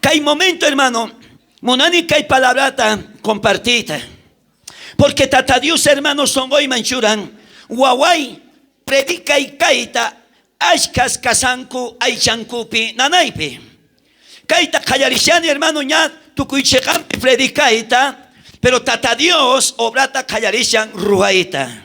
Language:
South Bolivian Quechua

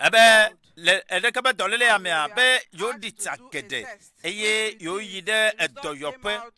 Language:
Ewe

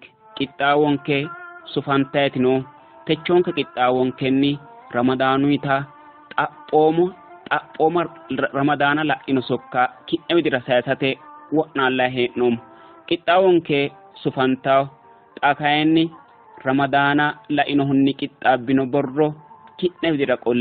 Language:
Sidamo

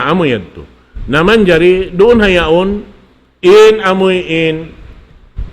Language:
Tausug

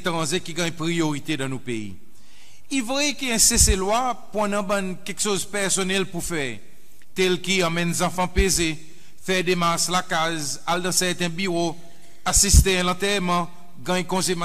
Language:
Seselwa Creole French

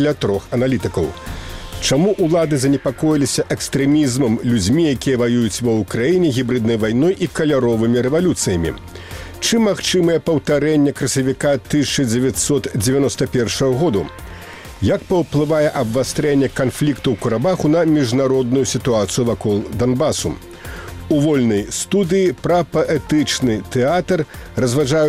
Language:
Belarusian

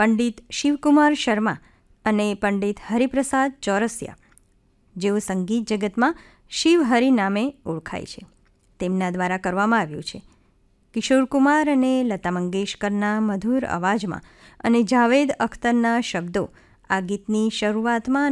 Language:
Gujarati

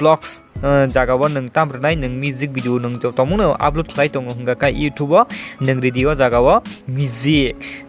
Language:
Kok Borok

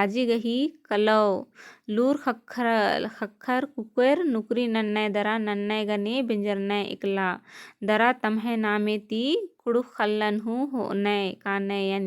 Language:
Kurukh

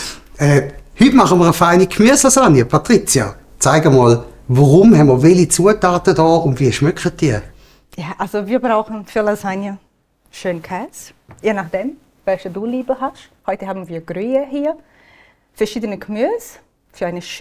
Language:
Swiss German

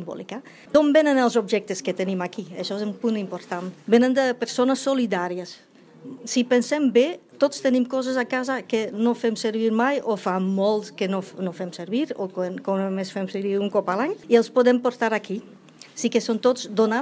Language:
Catalan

